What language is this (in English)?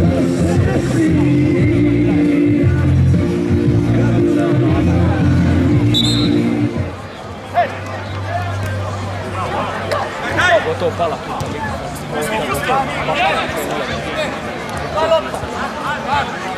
Croatian